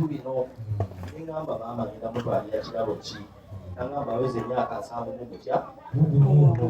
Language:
Ganda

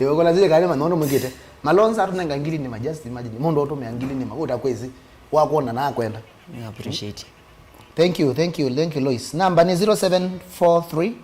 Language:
Kamba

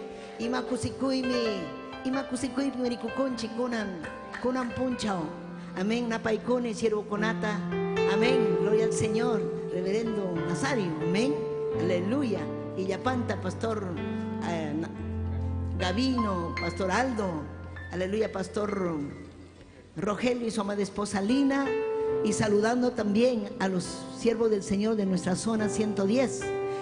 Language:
Ayacucho Quechua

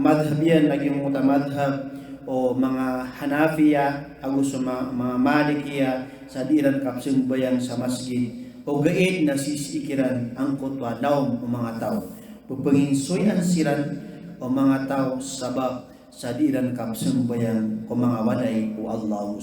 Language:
Maranao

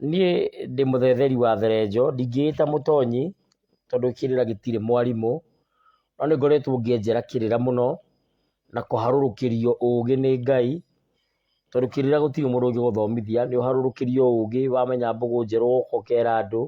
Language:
Kikuyu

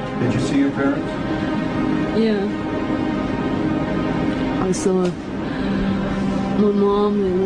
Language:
French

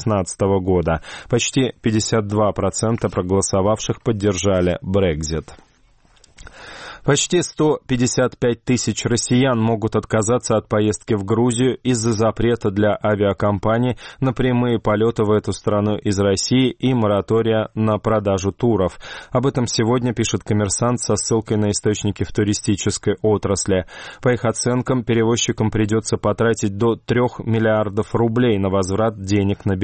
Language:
Russian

